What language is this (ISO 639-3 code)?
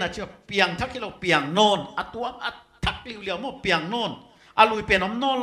pck